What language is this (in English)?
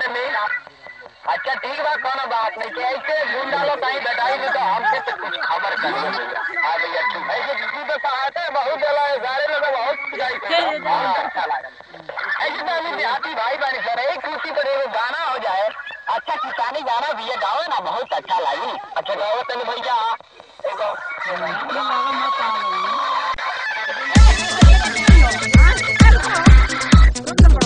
Bhojpuri